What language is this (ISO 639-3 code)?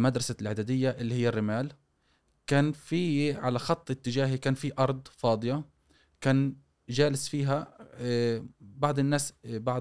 afb